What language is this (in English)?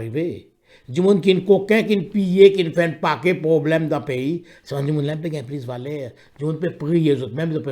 Morisyen